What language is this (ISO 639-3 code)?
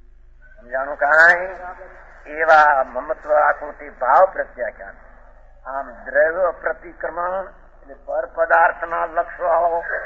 guj